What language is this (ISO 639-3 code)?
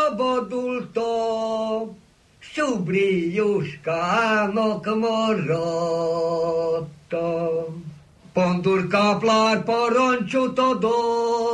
hun